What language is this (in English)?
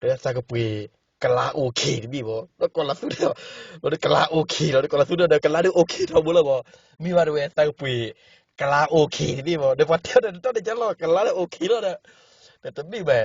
S'gaw Karen